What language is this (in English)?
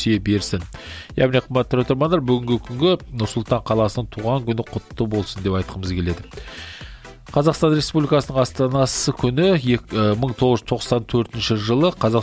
Kazakh